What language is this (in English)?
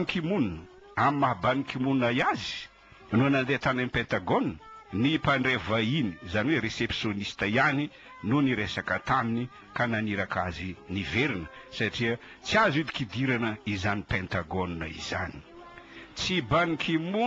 Malagasy